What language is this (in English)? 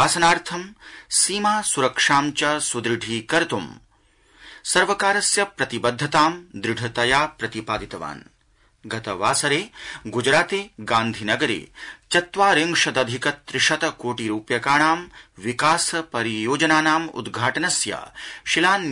Sanskrit